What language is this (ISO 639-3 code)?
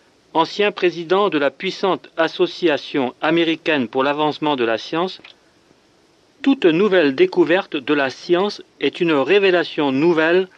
fra